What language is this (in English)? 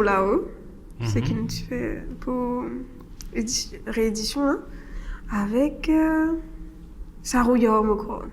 Morisyen